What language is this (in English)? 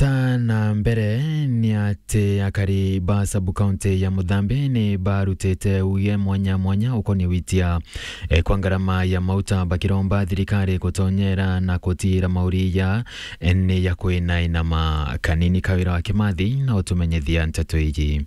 Meru